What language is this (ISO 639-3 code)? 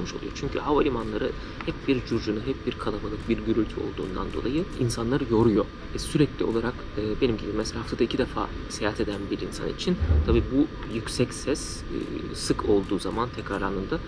tur